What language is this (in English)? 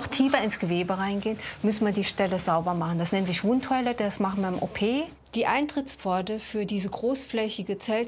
German